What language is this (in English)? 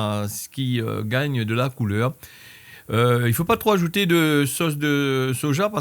Réunion Creole French